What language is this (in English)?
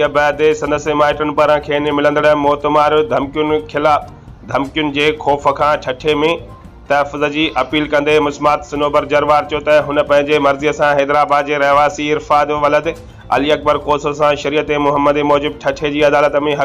Sindhi